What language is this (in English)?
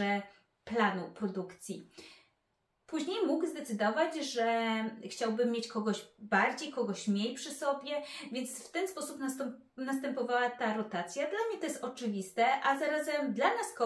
Polish